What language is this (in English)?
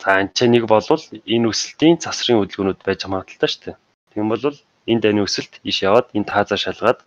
Mongolian